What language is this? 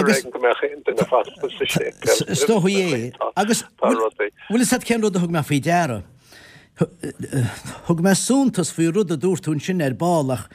Irish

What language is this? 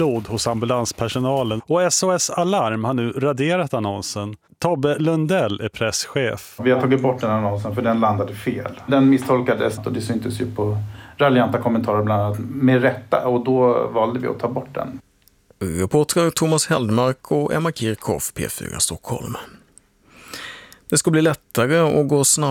Swedish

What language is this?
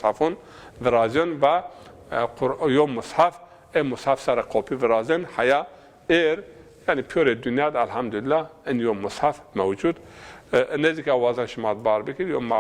Zaza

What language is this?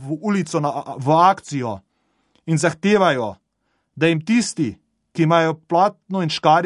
Slovenian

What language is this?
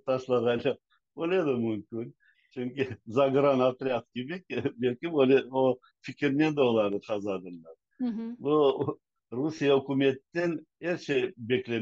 Crimean Tatar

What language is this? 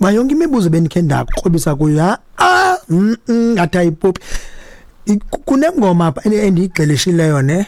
Xhosa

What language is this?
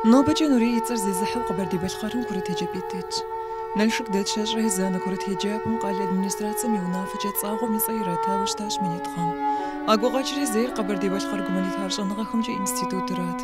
Kabardian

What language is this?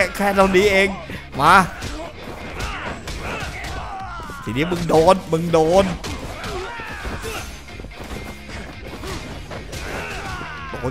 Thai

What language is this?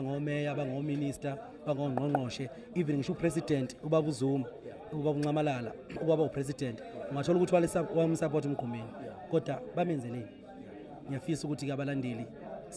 Zulu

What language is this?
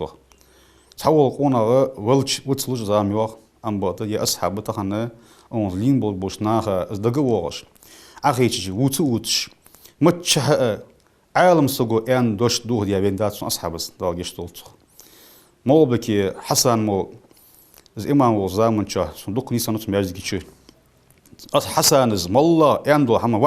Ingush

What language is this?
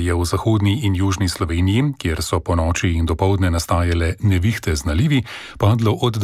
Slovenian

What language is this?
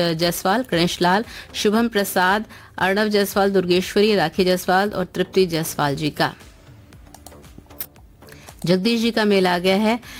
Hindi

